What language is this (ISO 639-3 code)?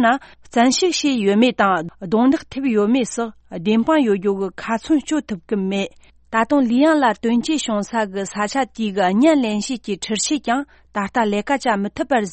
bod